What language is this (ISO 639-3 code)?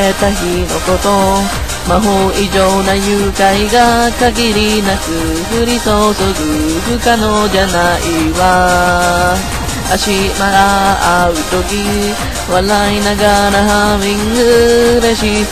jpn